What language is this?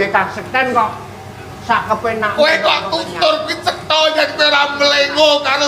Javanese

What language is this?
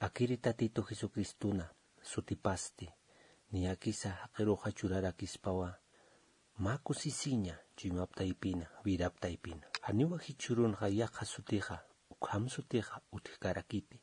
Aymara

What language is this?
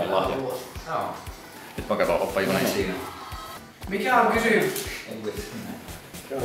Finnish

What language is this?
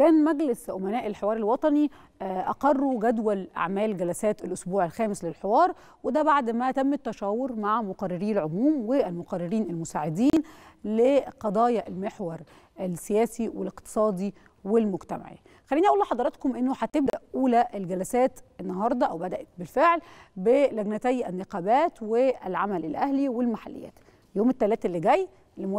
Egyptian Arabic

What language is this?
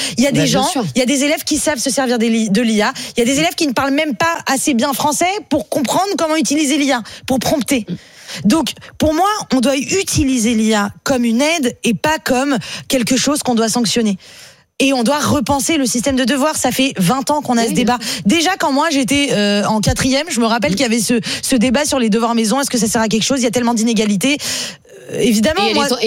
French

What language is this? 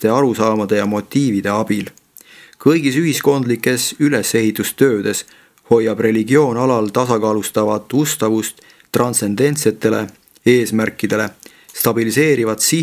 Estonian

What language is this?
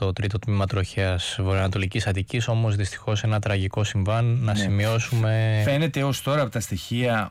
Greek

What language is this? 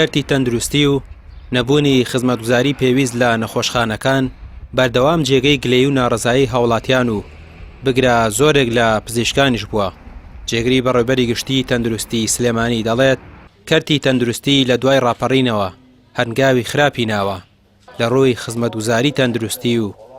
Central Kurdish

